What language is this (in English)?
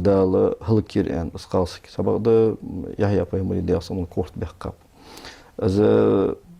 Ingush